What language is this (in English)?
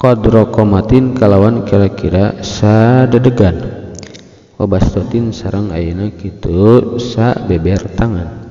Sundanese